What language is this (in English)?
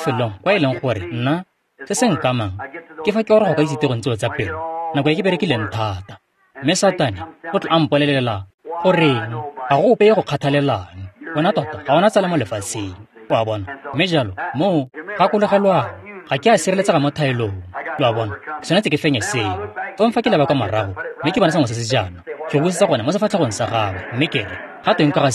Tswana